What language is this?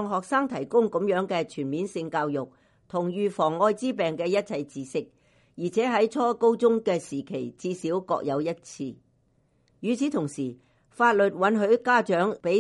Cantonese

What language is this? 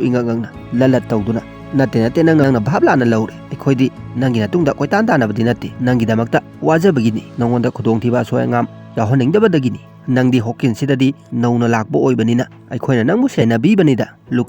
Manipuri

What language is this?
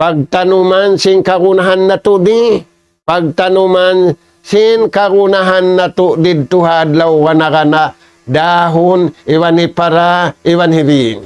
Tausug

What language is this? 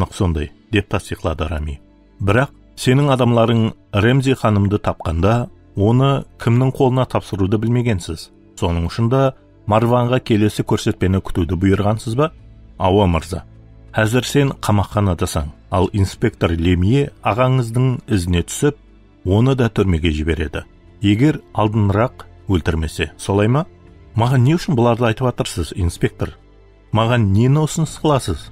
Kara-Kalpak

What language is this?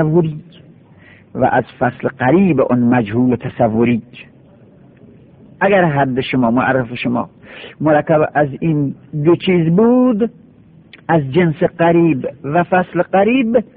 Persian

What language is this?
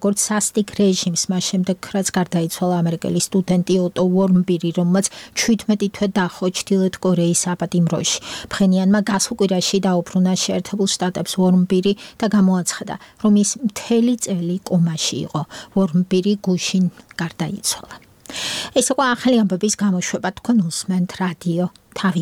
Georgian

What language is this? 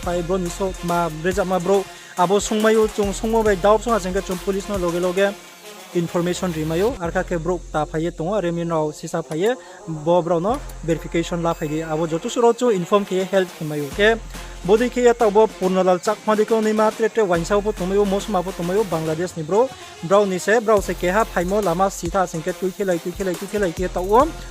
Riang (India)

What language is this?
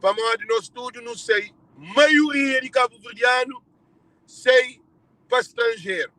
Kabuverdianu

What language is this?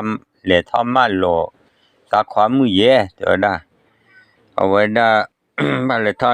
S'gaw Karen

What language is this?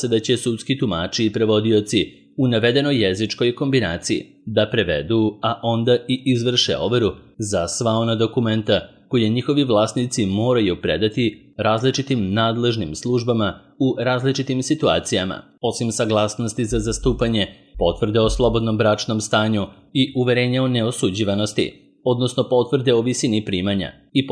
Serbian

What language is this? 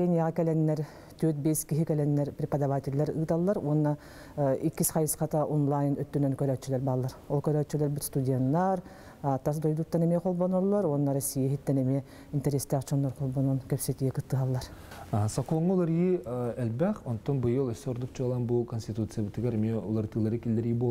Yakut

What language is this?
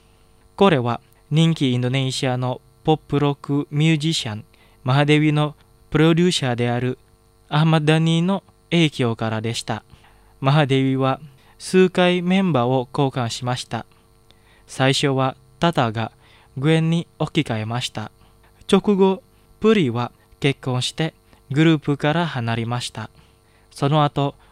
Japanese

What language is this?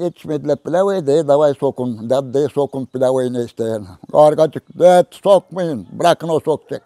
Gagauz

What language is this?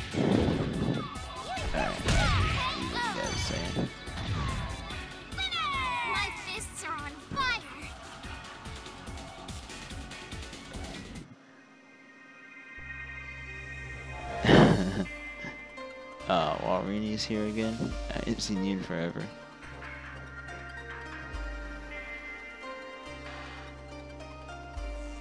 English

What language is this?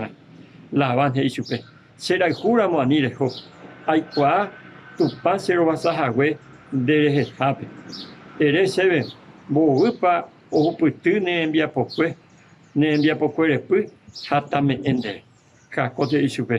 Guarani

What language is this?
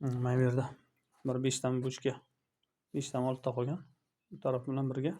Uzbek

